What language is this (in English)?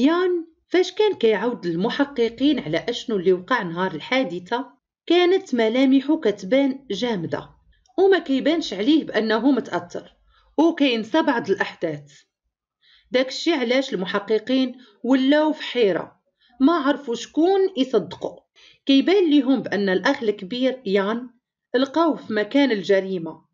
Moroccan Arabic